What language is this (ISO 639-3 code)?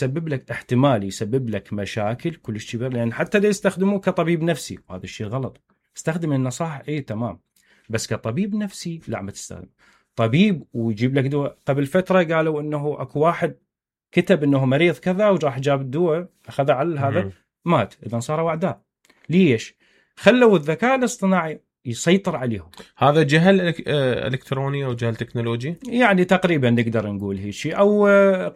acm